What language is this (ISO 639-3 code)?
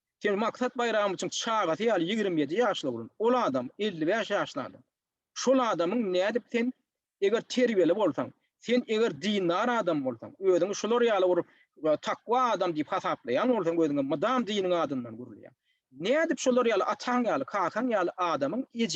tuk